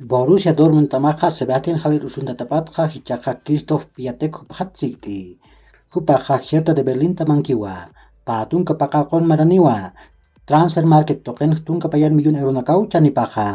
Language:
Aymara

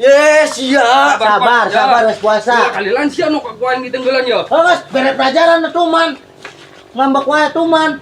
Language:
Sundanese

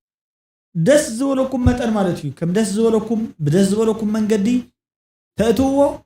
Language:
Tigrinya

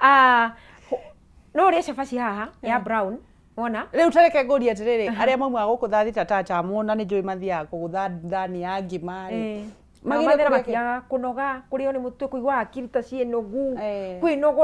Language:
Kikuyu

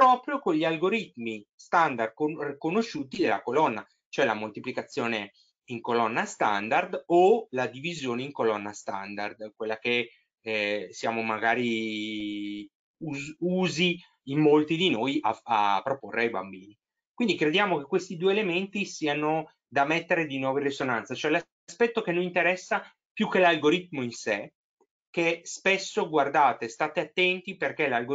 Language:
Italian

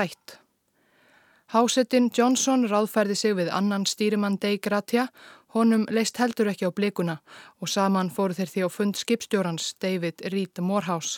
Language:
Icelandic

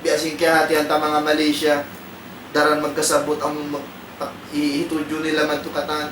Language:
Tausug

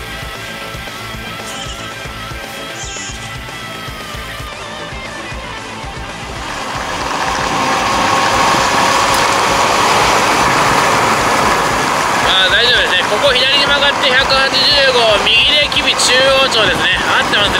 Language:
Japanese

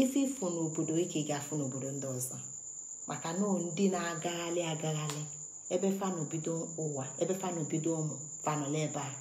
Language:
Igbo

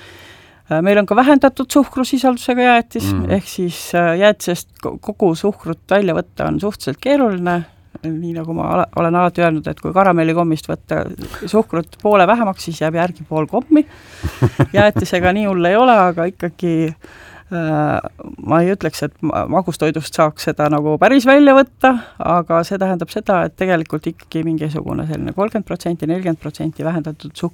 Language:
Estonian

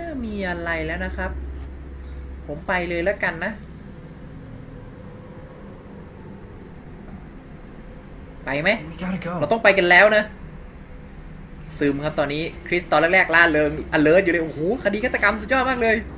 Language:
Thai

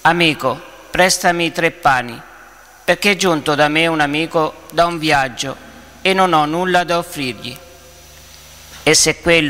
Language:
Italian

